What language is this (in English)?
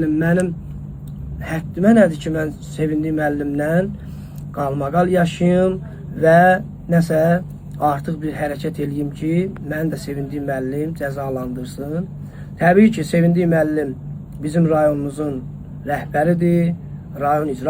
Azerbaijani